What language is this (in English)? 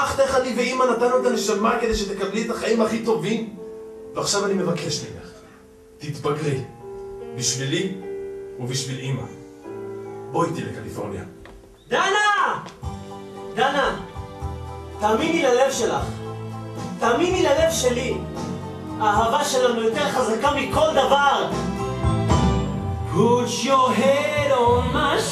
Hebrew